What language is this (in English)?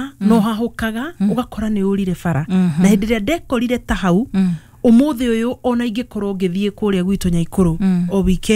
Kikuyu